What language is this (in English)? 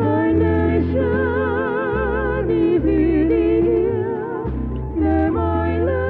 Hawaiian